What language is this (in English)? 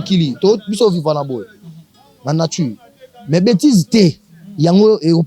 Lingala